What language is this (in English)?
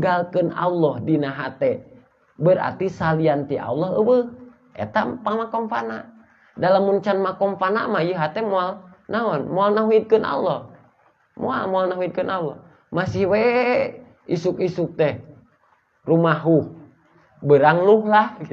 Sundanese